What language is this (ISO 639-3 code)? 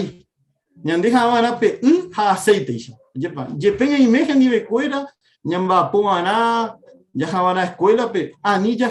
grn